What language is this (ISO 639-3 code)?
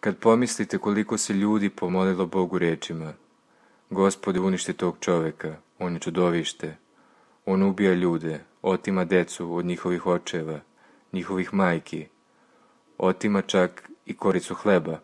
srp